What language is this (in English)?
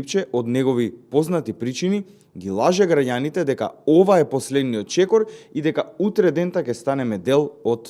Macedonian